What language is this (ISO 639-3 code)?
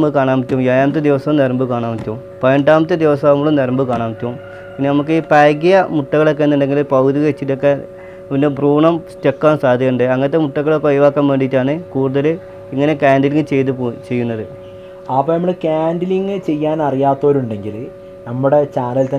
mal